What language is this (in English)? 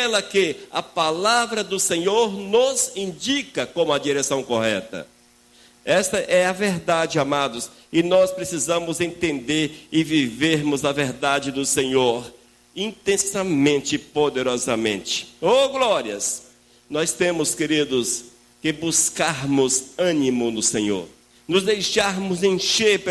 Portuguese